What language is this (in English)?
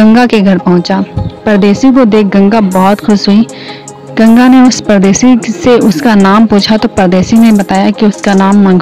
Hindi